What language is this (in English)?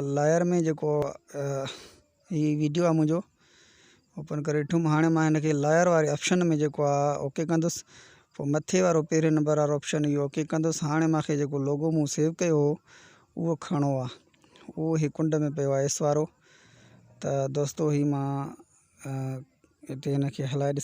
Sindhi